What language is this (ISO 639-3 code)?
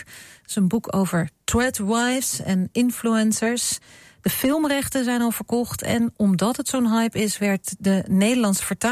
nld